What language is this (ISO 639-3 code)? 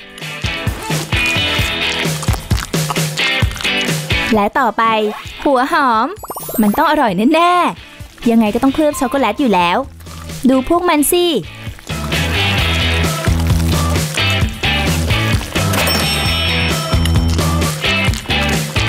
tha